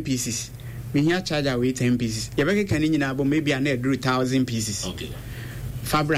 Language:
Akan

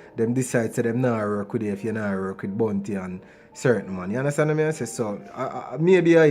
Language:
Jamaican Creole English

